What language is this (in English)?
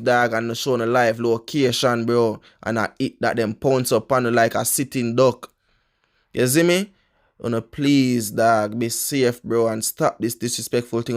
Jamaican Creole English